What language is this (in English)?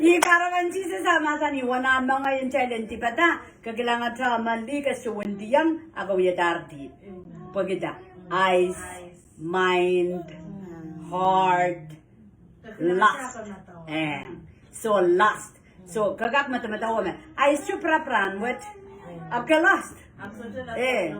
Pohnpeian